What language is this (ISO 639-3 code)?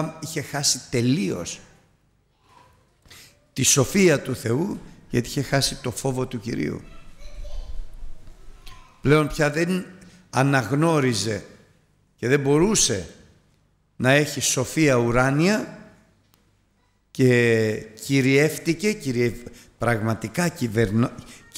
ell